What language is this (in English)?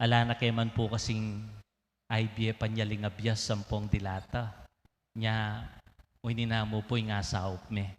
Pampanga